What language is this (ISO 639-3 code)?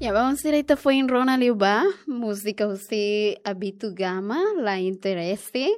tet